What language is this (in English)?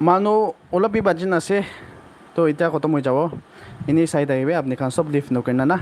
Naga Pidgin